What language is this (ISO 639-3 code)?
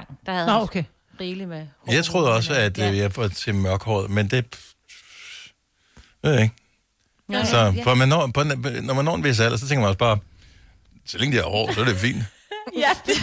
dan